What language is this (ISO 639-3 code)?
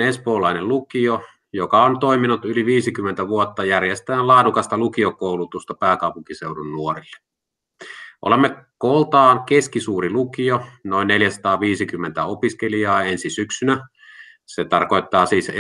fin